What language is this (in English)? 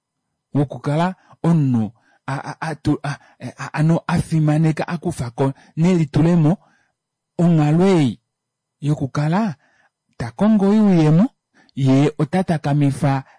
Kuanyama